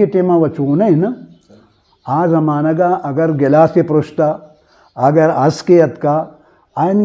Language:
Eastern Balochi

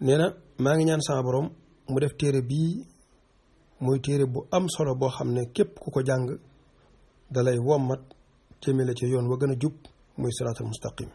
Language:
Wolof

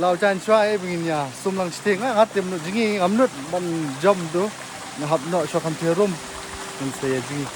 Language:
Khasi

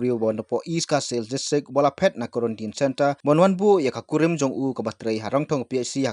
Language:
Khasi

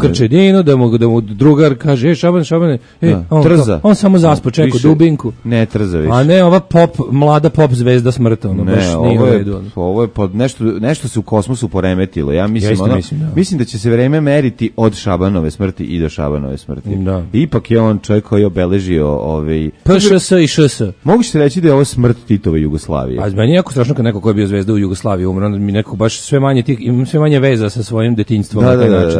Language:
Serbian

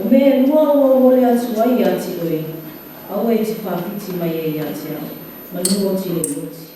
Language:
Samoan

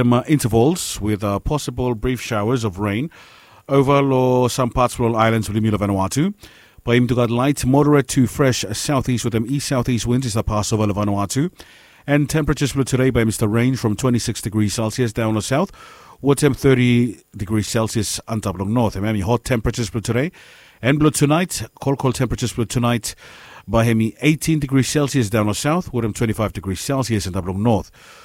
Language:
Bislama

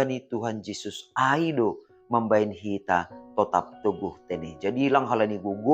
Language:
Batak Simalungun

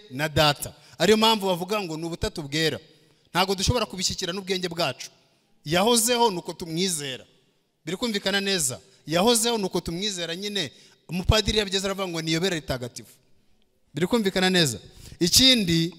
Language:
Kinyarwanda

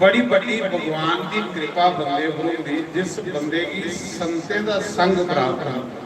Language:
Dogri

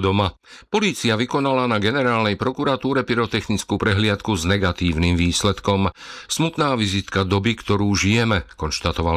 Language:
Slovak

